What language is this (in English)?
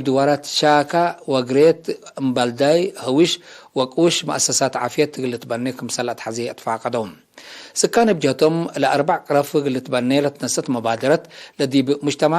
Tigre